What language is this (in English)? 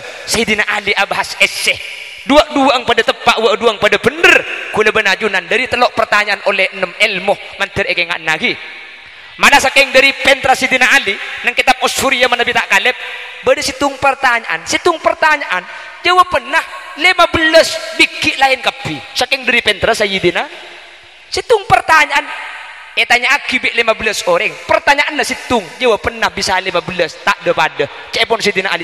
Madurese